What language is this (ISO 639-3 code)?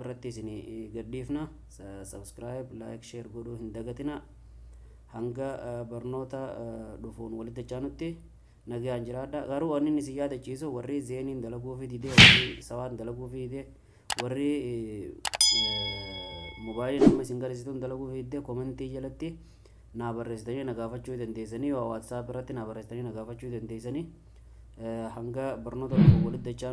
orm